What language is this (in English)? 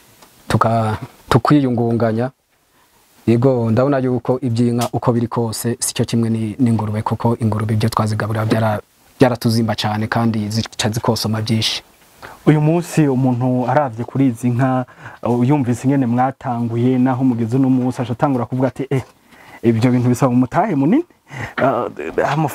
Rundi